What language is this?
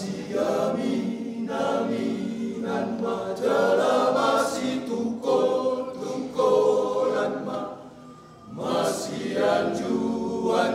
Batak Toba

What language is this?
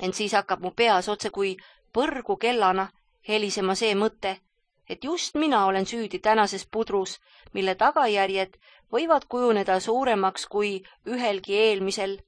Estonian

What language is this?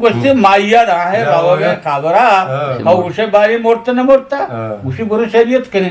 Eastern Balochi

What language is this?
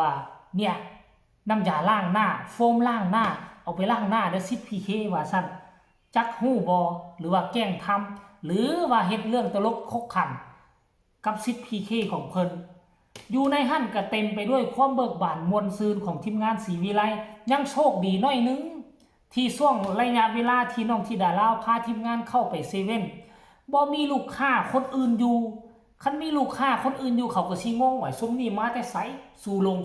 Northeastern Thai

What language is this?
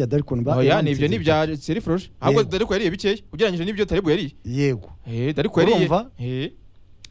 Kinyarwanda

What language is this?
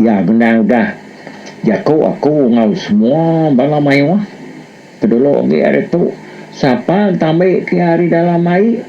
Iban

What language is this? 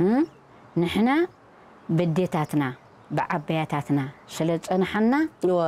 Tigrinya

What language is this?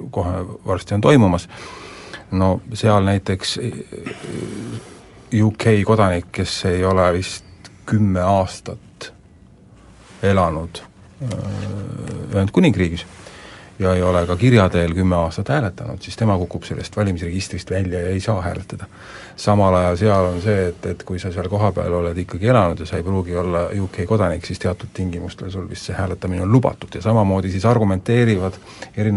Estonian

